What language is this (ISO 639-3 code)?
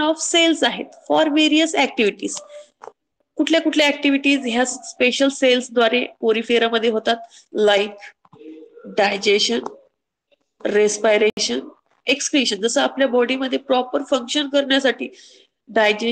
mar